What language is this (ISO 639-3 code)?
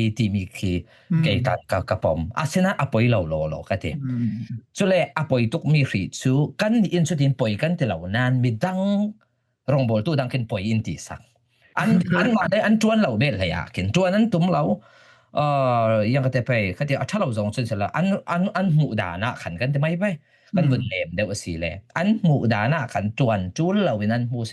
cfm